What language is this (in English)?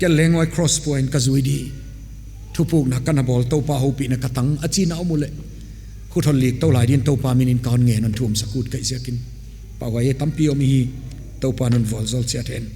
Paite Chin